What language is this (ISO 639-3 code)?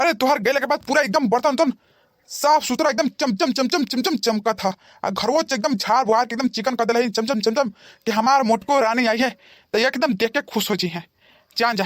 bho